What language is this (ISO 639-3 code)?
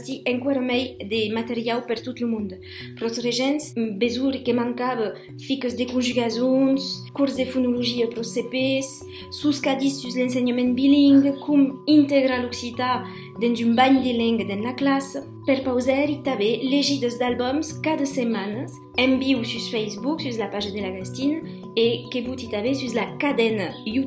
oci